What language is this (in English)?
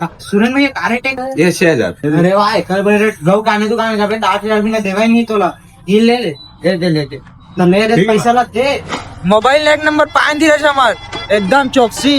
Chhattisgarhi